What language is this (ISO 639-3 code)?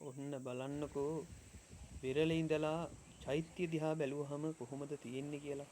sin